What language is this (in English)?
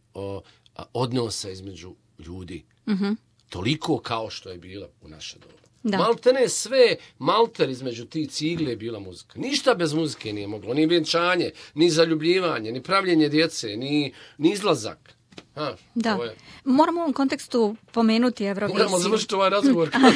Croatian